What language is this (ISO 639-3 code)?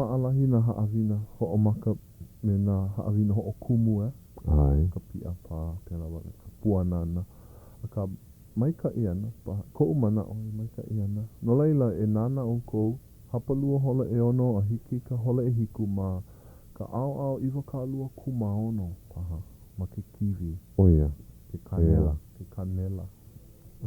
haw